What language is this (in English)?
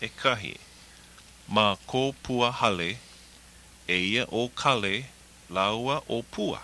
Hawaiian